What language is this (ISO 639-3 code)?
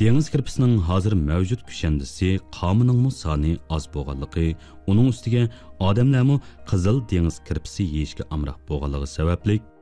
uig